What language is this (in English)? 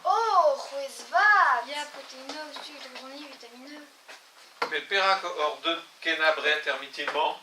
Breton